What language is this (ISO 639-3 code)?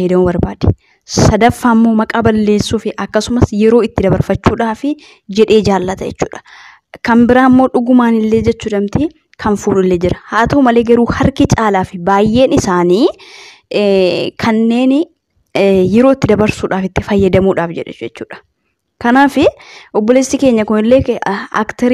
orm